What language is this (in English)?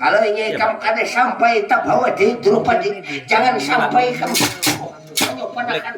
Banjar